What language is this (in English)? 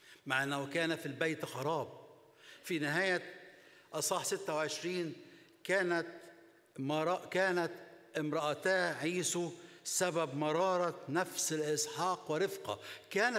Egyptian Arabic